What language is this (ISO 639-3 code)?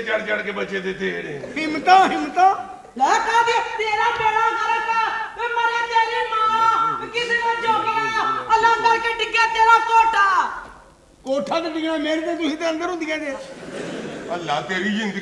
pan